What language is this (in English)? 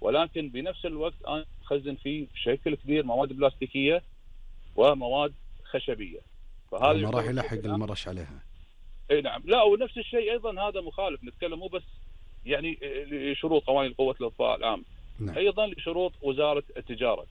Gulf Arabic